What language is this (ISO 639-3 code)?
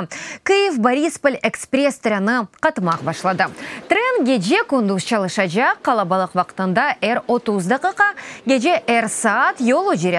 crh